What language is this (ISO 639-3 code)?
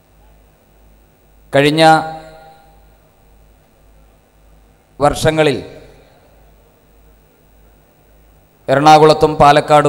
mal